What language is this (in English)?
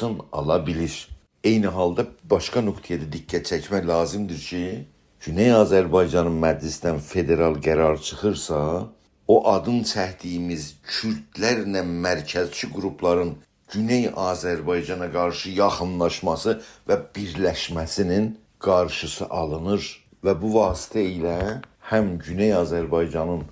South Azerbaijani